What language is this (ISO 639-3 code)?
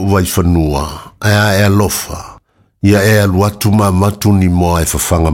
smo